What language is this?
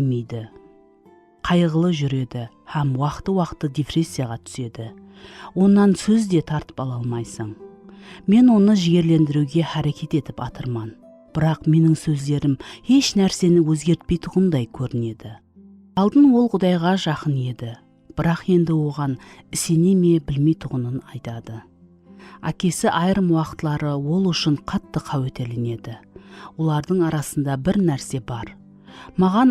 Kara-Kalpak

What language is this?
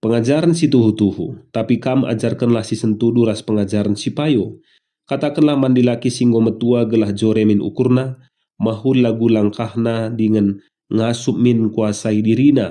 Batak Karo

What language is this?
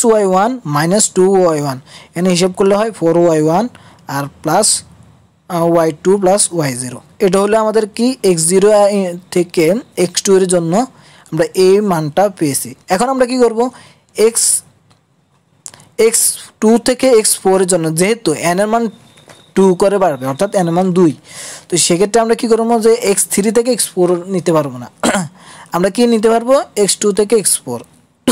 Bangla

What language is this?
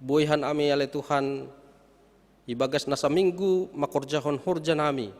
Batak Simalungun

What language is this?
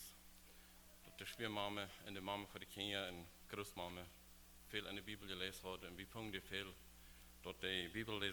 Plautdietsch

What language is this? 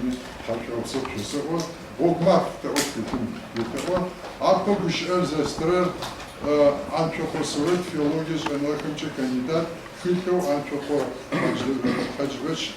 Adyghe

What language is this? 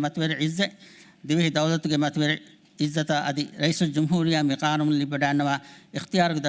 Divehi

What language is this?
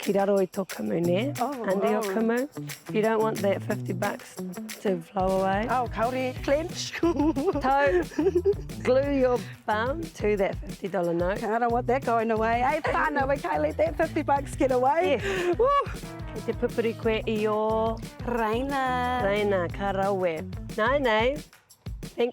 Māori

